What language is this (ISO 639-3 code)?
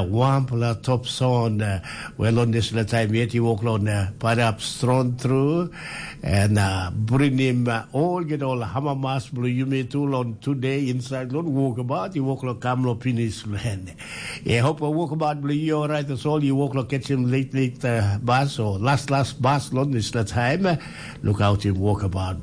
tpi